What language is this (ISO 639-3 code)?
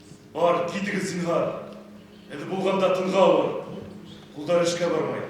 bak